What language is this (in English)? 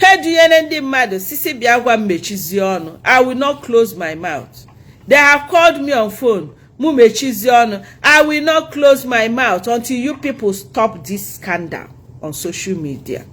Igbo